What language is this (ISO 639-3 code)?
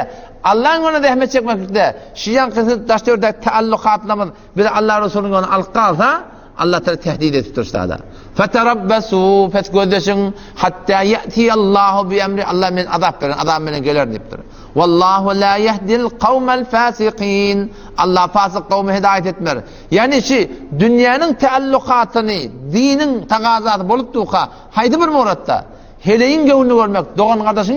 tuk